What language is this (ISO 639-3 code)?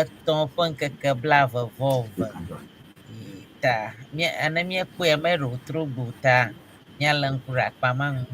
ewe